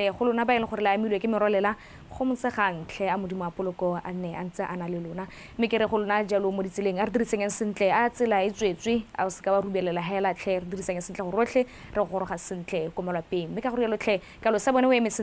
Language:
Tswana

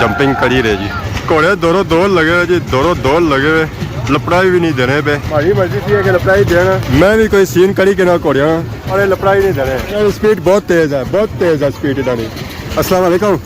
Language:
Pahari-Potwari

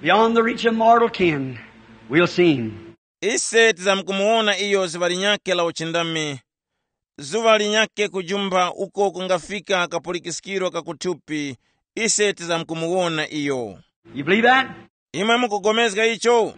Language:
Tumbuka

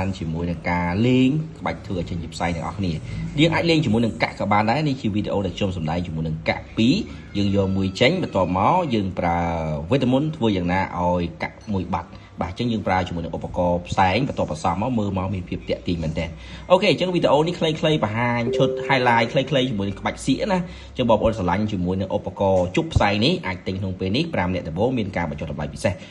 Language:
Khmer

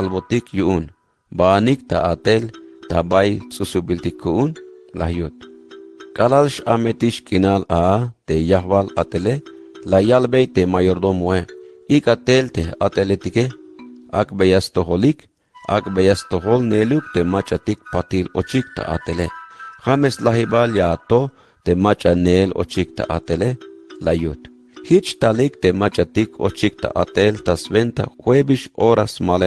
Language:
Tzeltal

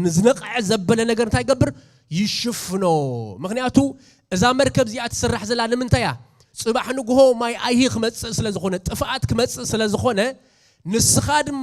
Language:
Tigrinya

